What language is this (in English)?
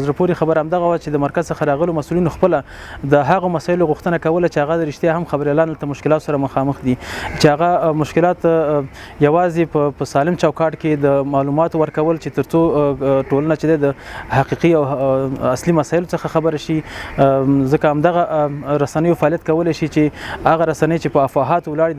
Pashto